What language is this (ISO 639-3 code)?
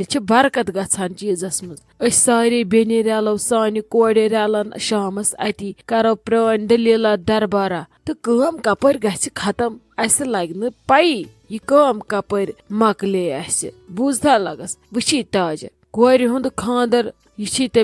kas